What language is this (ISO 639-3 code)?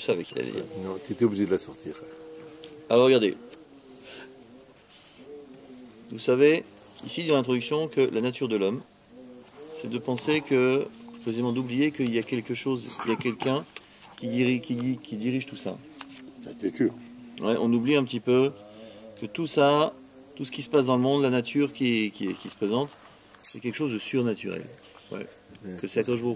fra